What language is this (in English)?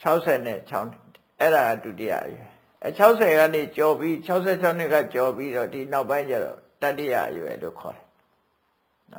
Burmese